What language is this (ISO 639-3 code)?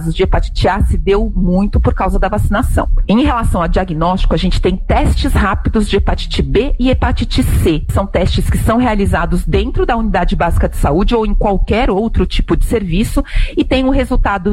por